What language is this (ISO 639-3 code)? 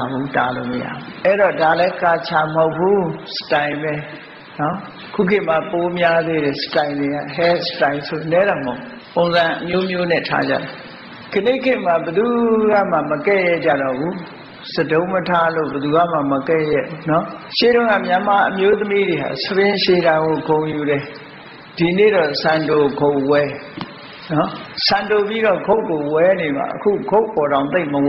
mya